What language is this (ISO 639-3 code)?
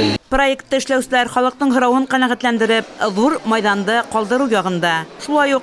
bak